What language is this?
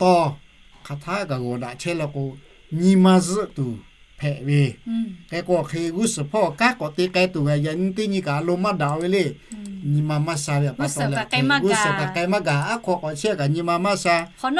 Lahu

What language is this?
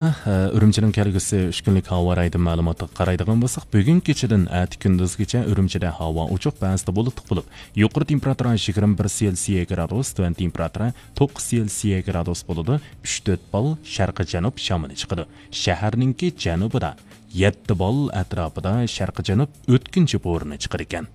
Uyghur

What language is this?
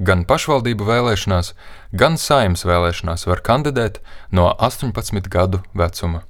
Latvian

